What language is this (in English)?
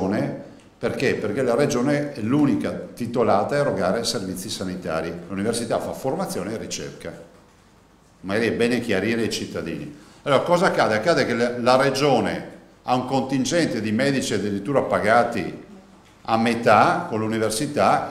Italian